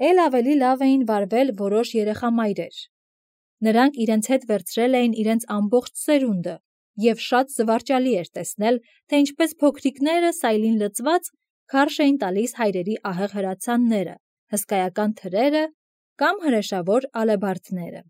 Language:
Armenian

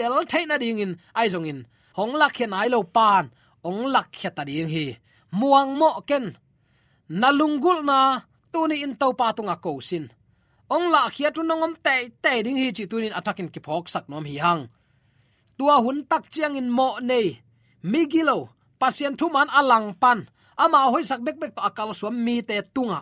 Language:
Tedim Chin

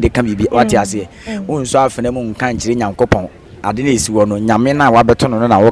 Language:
Akan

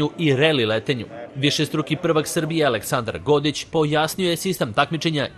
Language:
Serbian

